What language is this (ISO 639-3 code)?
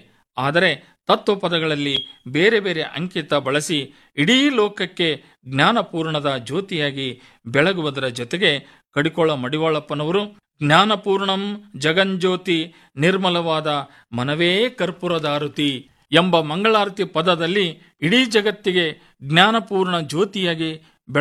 kan